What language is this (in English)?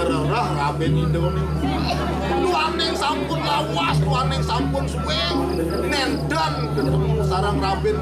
Balinese